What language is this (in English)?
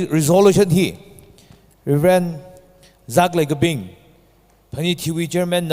Tangkhul Naga (India)